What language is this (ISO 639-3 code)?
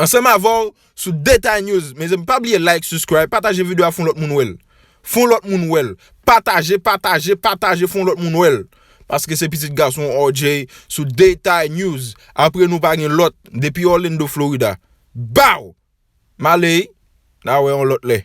hat